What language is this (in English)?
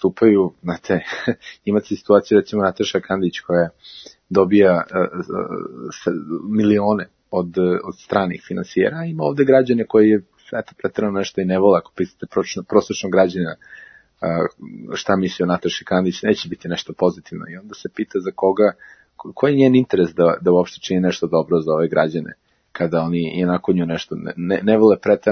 Serbian